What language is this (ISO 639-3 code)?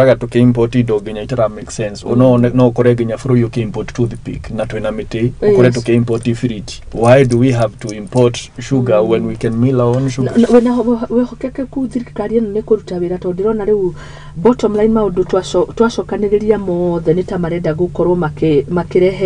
kik